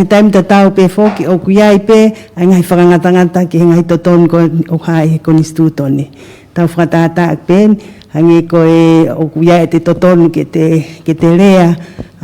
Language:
Tongan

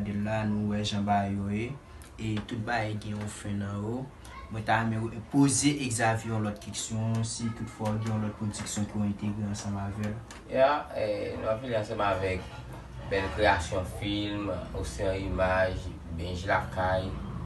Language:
Haitian Creole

